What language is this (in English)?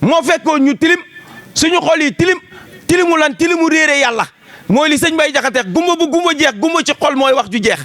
Wolof